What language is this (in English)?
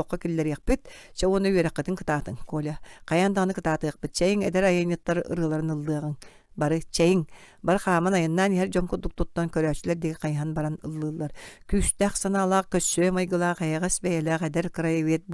Yakut